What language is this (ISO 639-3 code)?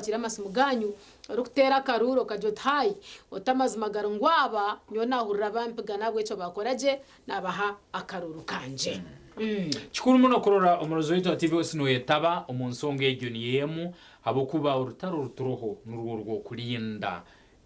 nyn